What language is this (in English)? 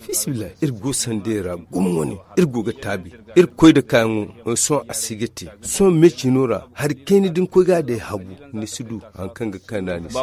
Zarma